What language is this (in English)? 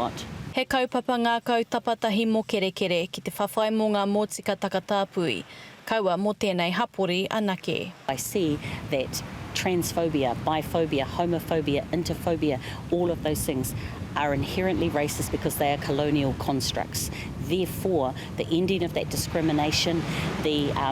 Māori